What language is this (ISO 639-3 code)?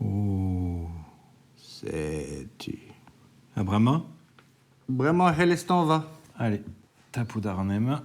bre